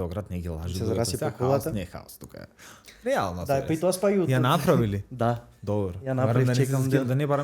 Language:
Macedonian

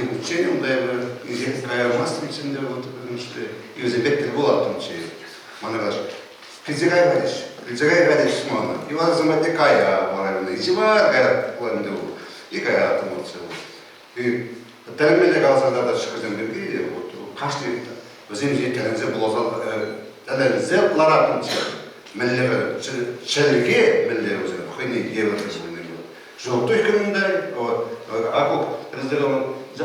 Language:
Chuvash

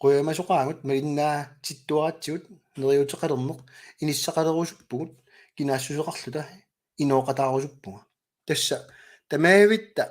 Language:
Kalaallisut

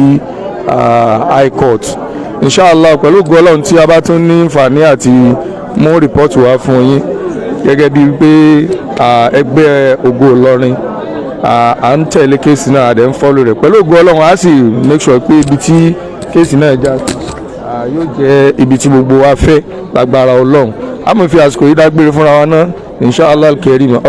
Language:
Yoruba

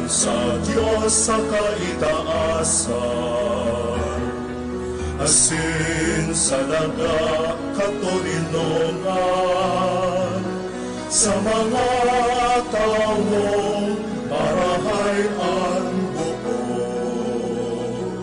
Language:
Bikol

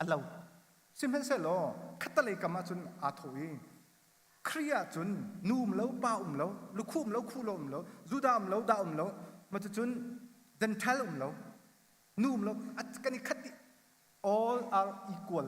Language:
Hakha Chin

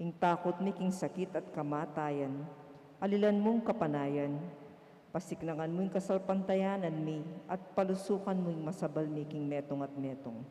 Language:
Pampanga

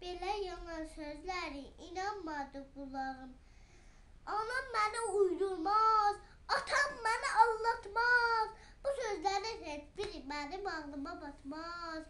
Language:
South Azerbaijani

